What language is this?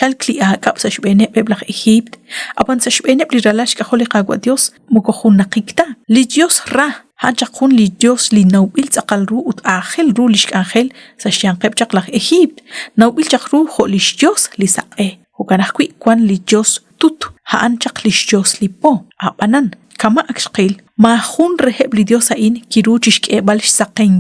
Kekchí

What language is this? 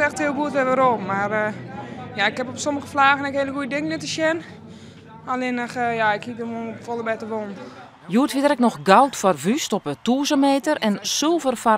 Western Frisian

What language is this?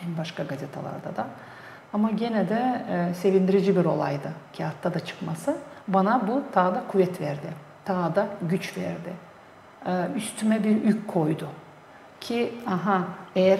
Gagauz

